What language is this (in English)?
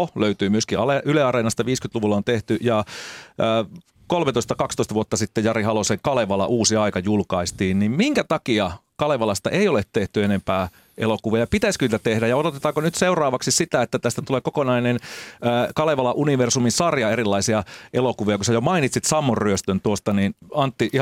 Finnish